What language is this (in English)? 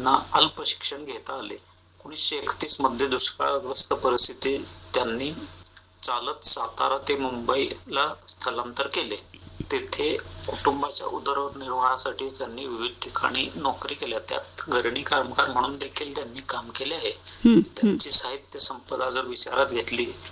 Marathi